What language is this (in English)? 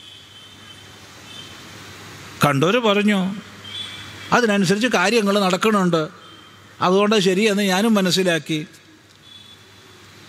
Malayalam